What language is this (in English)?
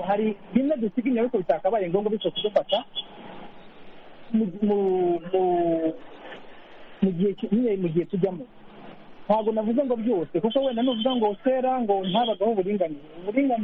Kinyarwanda